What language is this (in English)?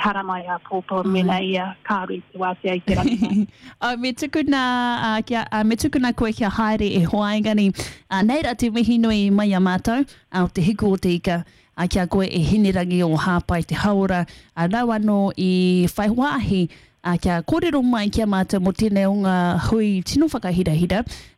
Māori